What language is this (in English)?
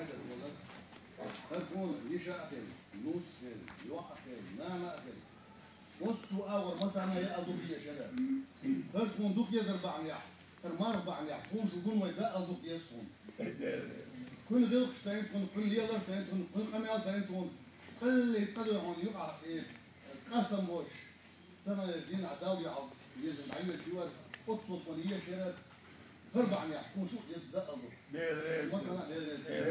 Chechen